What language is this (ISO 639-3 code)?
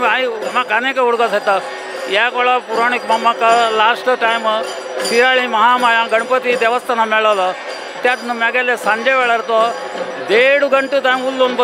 kok